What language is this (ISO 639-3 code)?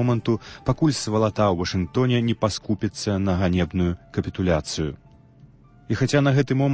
bel